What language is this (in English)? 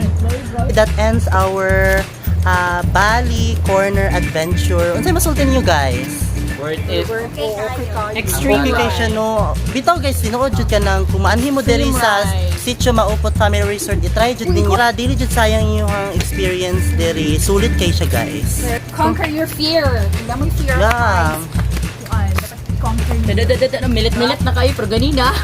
Cebuano